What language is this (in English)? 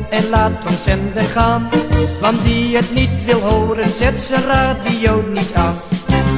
Dutch